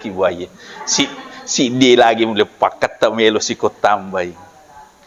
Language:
Buginese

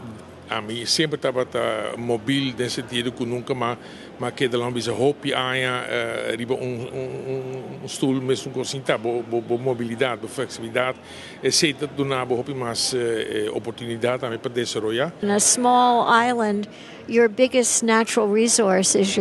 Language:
Papiamento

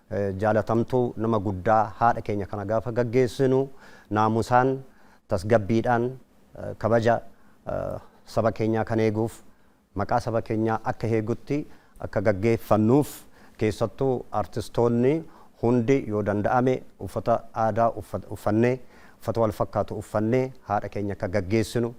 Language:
Oromo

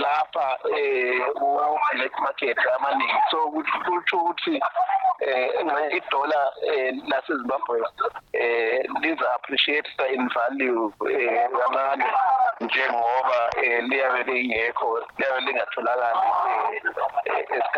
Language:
North Ndebele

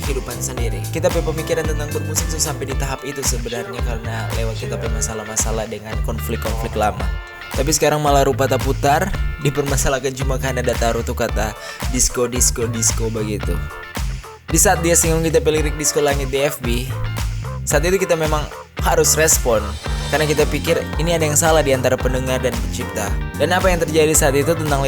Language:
Manado Malay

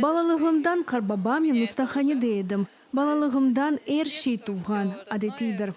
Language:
Crimean Tatar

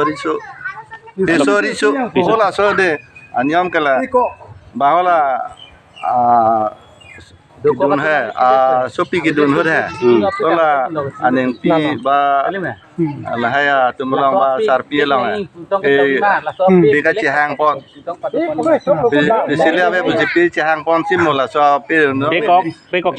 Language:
Karbi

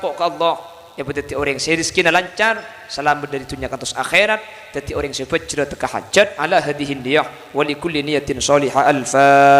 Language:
Madurese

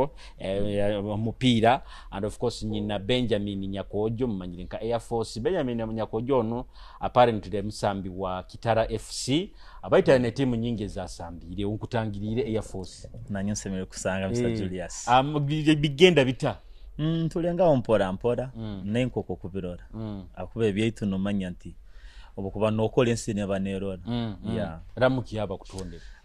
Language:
Nyoro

